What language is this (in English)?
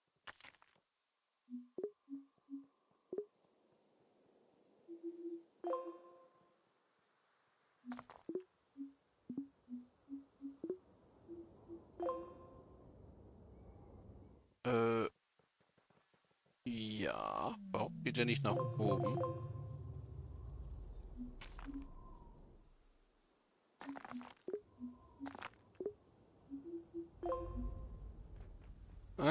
German